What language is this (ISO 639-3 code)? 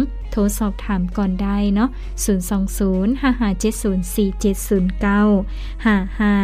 lao